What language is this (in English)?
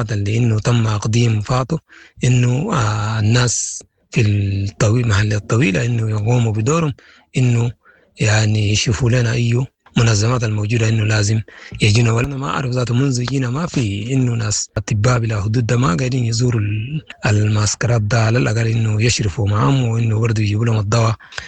Sudanese Arabic